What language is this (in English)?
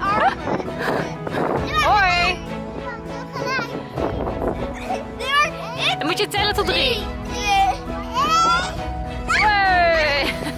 Dutch